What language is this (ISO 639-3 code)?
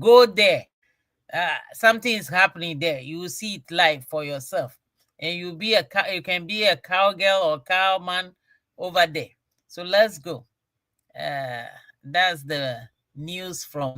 ewe